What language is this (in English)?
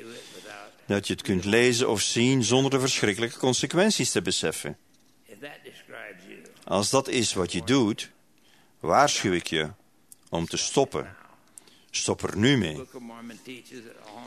Dutch